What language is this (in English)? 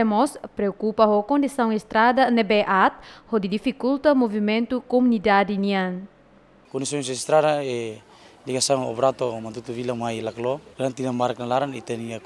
Tetum